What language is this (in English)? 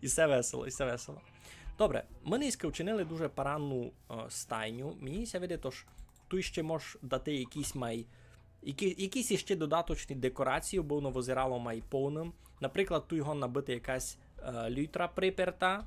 Rusyn